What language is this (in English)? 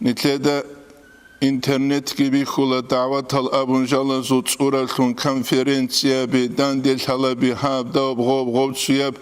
Avaric